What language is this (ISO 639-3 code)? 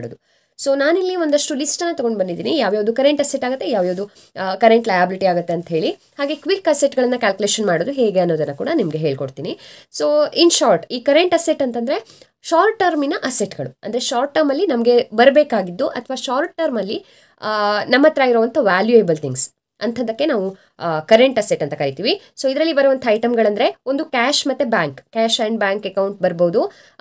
kan